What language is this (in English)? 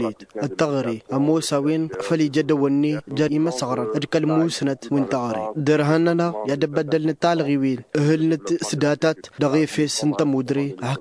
Tamasheq